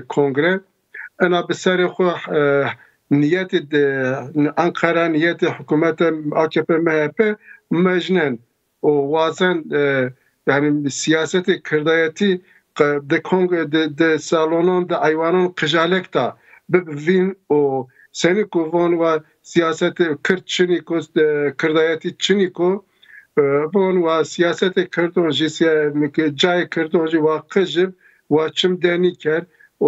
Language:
Zaza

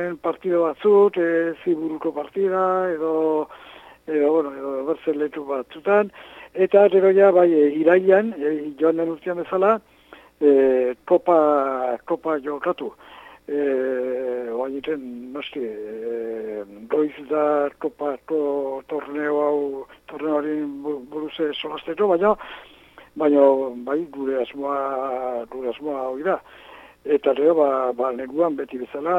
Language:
Basque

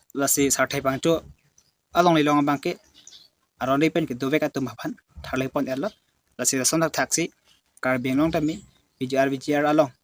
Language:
Karbi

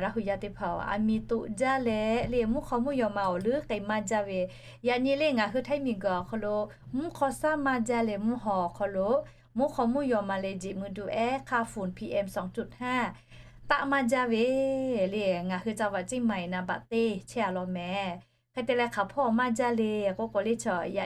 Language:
Lahu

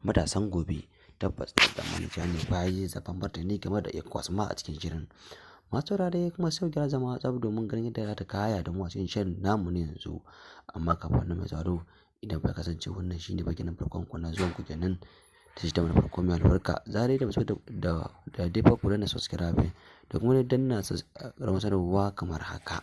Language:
Hausa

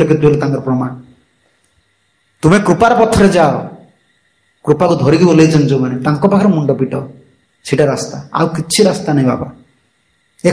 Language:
Odia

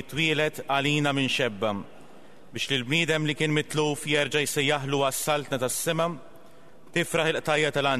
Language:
Maltese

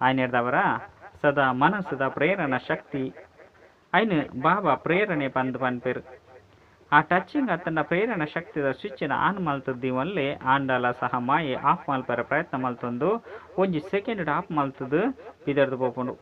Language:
Tulu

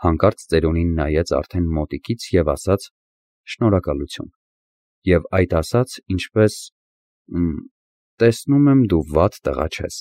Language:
Armenian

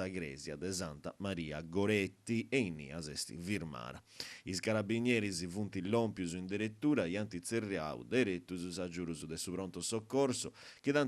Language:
Sardinian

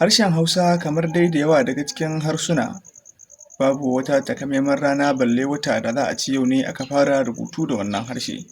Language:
Hausa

